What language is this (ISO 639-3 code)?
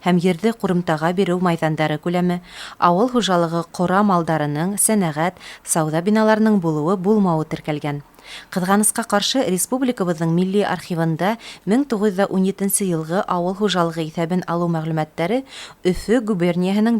bak